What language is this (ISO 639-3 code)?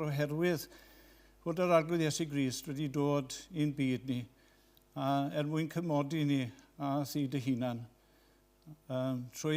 cym